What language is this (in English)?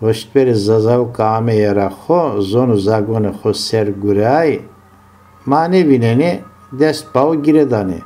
Zaza